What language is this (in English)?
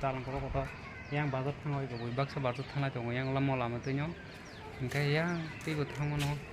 Kok Borok